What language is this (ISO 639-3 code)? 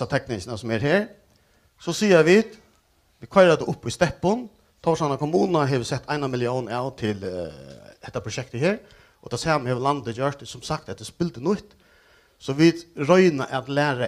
fao